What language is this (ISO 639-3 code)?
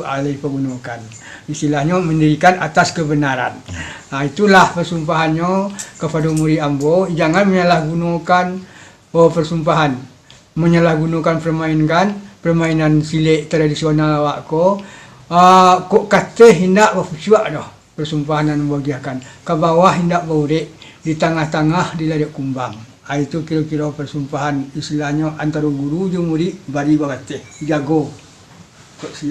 min